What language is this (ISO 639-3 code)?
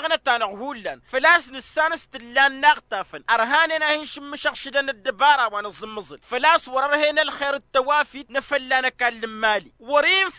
taq